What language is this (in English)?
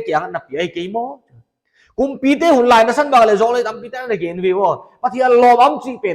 Paite Chin